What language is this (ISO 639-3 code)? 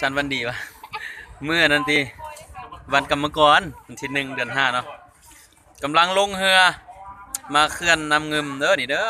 lao